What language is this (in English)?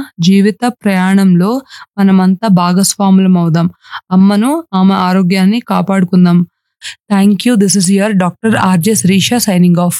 Telugu